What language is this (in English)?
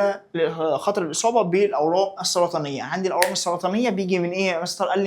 Egyptian Arabic